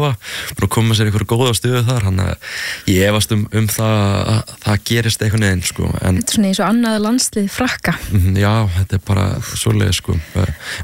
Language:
Icelandic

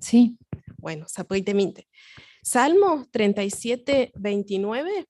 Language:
Guarani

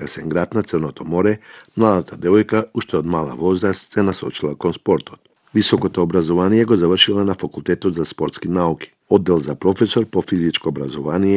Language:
Macedonian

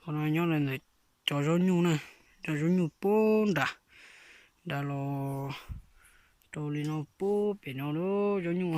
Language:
Hmong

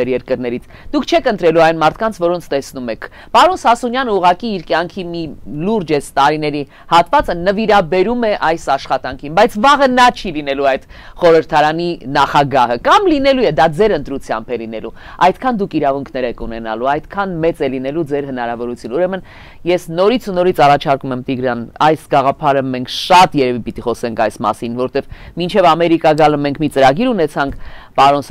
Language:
Armenian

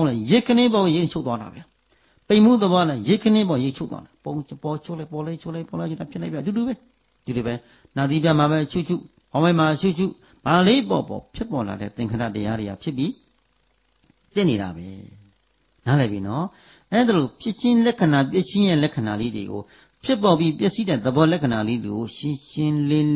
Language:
Burmese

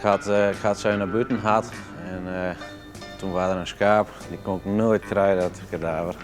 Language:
Western Frisian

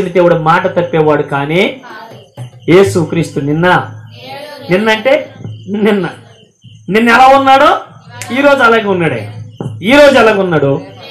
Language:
Telugu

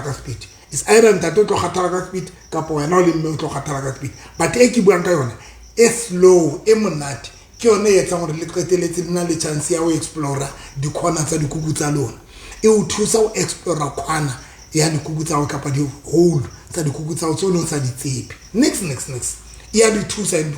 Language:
Southern Sotho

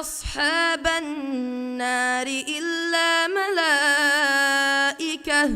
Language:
Divehi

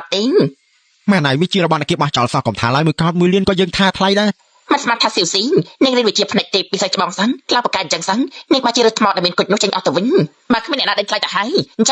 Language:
Khmer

